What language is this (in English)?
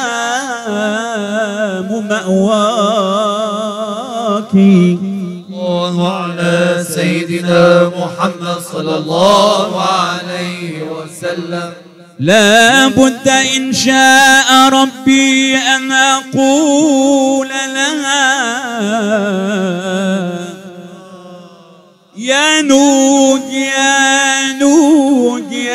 Arabic